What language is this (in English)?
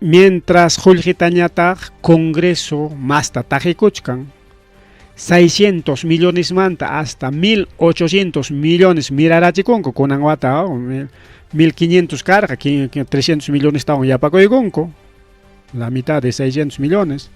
Ayacucho Quechua